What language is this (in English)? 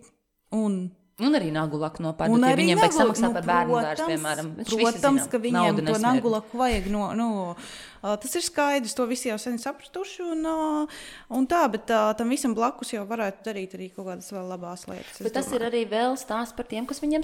Latvian